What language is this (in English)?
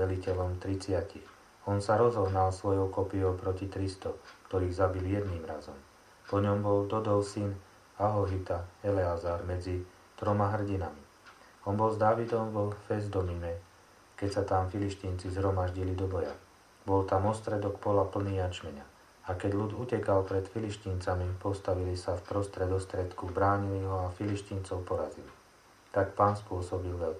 Slovak